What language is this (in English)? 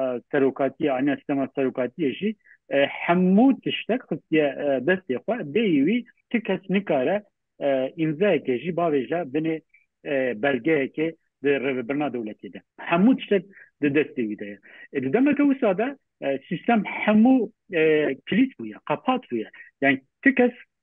Kurdish